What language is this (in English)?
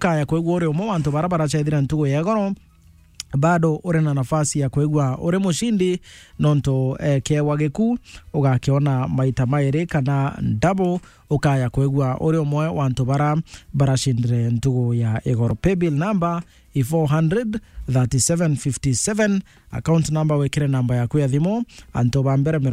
Meru